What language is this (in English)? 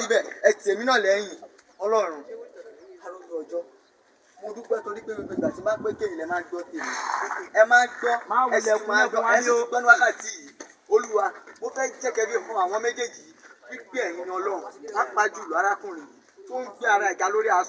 Yoruba